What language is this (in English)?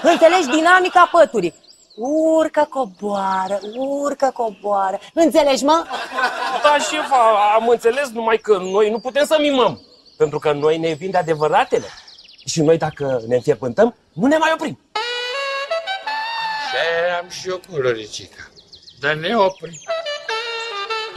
Romanian